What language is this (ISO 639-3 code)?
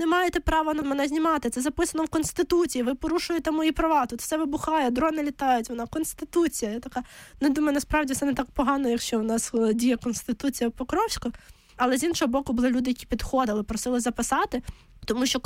ukr